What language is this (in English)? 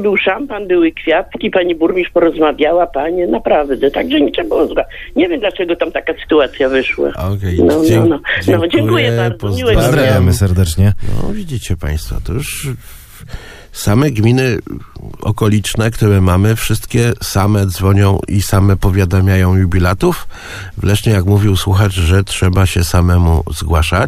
Polish